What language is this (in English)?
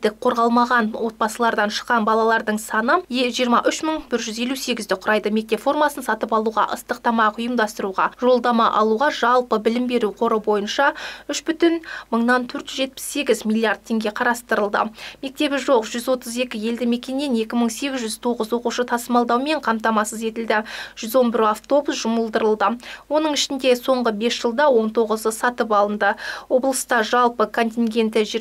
Kazakh